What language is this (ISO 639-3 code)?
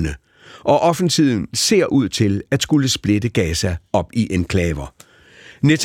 dan